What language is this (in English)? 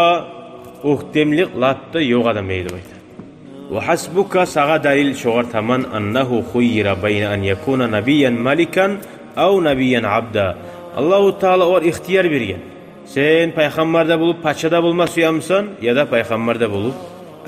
Kumyk